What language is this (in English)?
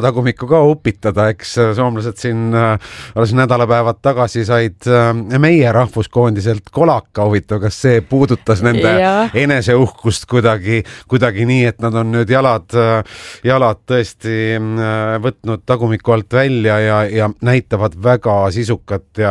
Estonian